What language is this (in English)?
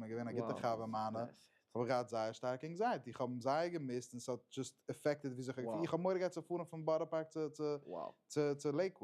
Yiddish